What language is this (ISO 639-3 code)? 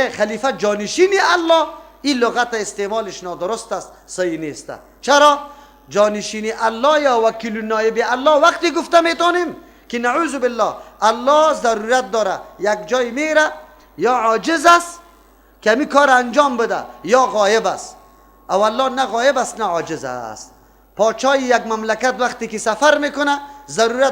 fas